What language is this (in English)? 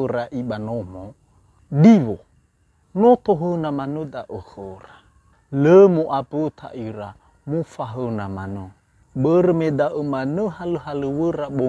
Nias